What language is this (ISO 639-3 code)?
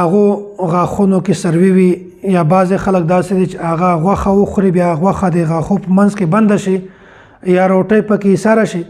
pus